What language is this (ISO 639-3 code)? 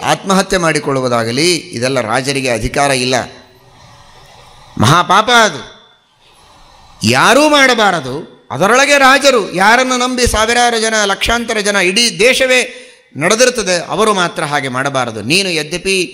kan